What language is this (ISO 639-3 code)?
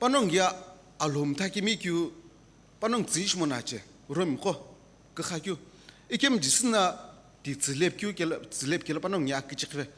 nsm